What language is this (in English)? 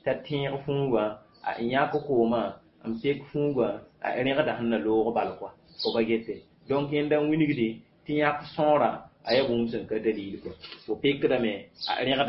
Mossi